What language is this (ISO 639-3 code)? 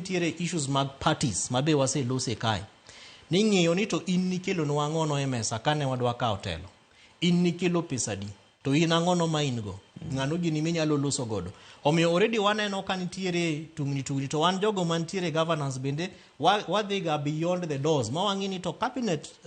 luo